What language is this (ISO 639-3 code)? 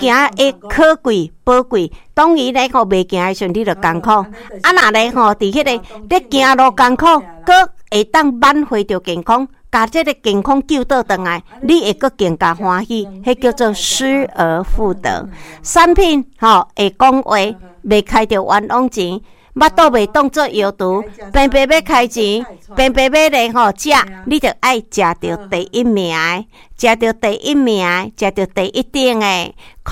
nan